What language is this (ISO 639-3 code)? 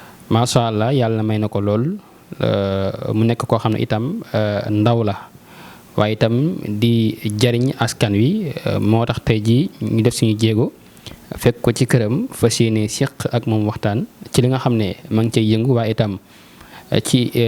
wol